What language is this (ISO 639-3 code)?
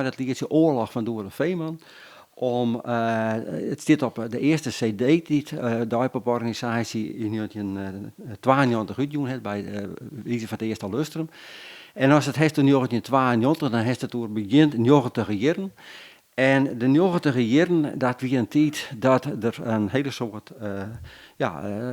fry